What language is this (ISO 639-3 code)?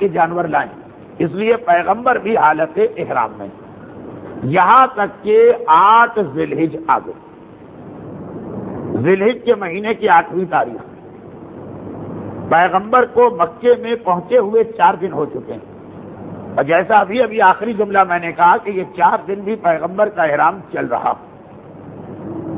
urd